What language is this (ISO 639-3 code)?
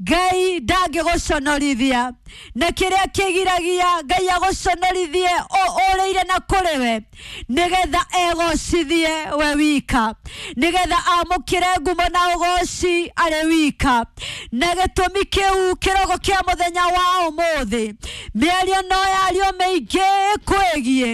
kik